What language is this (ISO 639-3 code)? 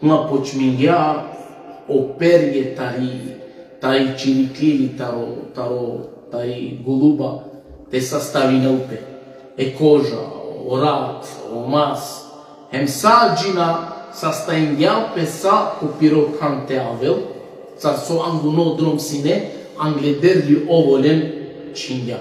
rmn